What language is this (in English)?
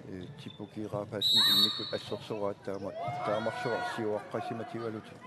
Kalaallisut